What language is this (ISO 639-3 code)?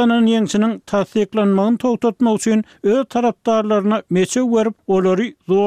tuk